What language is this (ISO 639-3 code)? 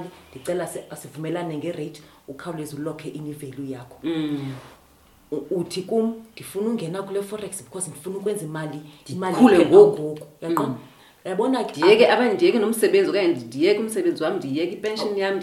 xho